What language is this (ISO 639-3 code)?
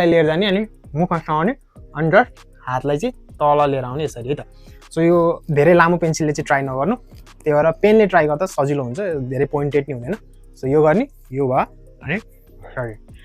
nep